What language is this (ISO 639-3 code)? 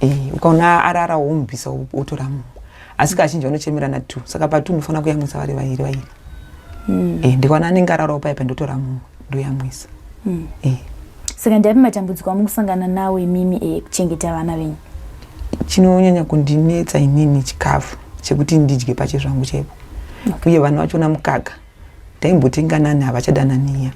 sna